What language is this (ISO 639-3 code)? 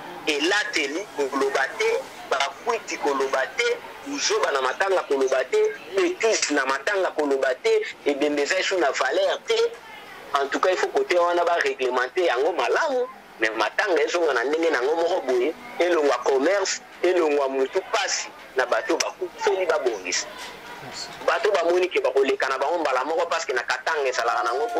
lin